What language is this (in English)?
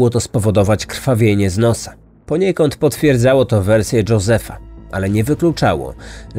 Polish